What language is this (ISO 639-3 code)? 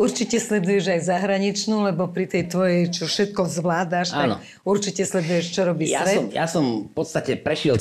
slk